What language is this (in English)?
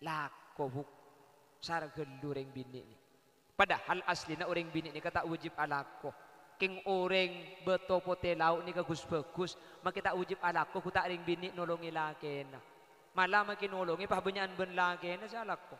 Madurese